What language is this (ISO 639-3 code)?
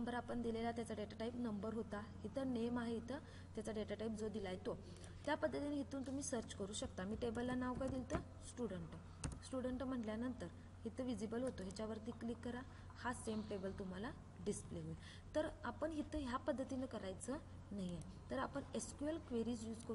mar